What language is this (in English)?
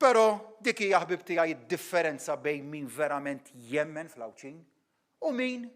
Maltese